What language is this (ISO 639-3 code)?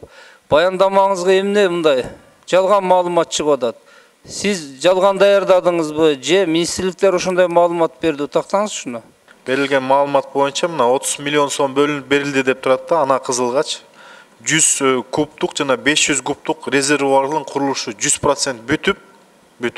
kir